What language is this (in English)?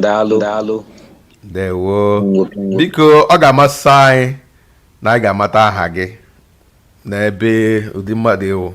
Igbo